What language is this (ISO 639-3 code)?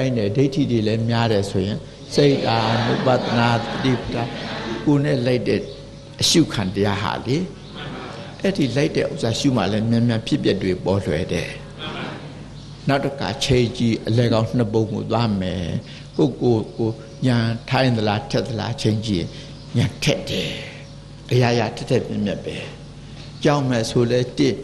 mya